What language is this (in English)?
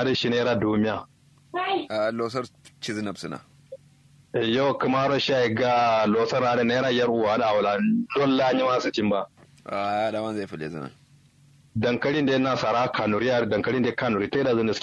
Kanuri